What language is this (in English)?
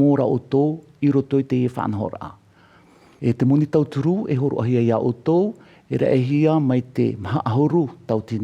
Tahitian